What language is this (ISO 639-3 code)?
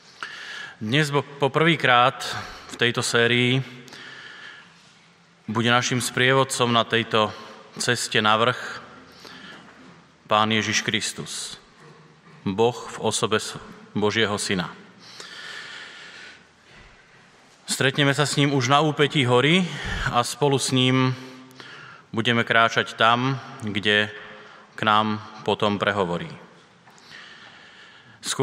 slk